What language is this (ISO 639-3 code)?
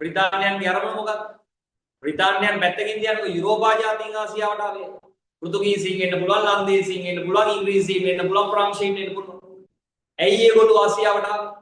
sin